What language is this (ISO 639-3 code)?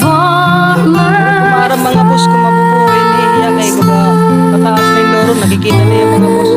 war